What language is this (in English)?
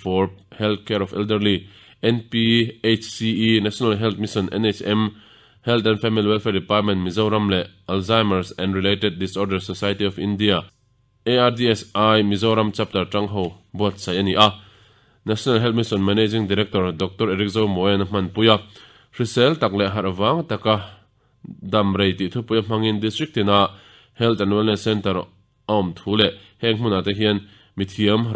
Mizo